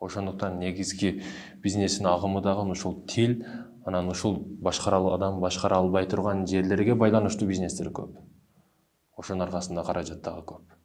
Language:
Kyrgyz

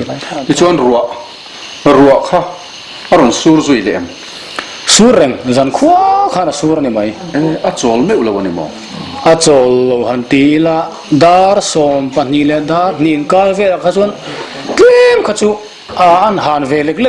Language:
Mizo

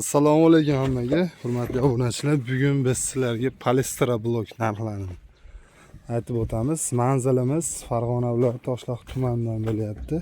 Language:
Uzbek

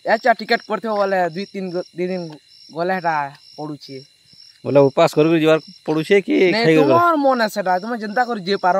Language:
Odia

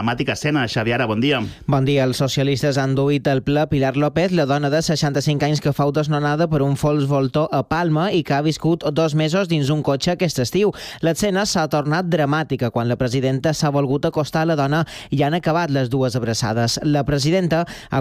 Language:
Catalan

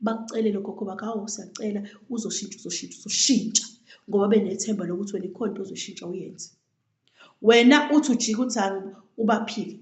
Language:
Zulu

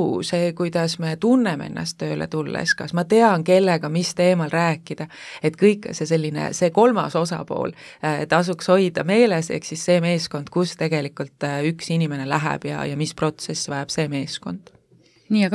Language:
Estonian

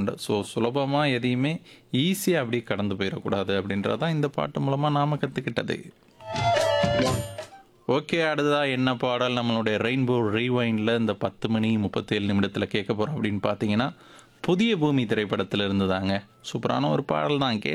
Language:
Tamil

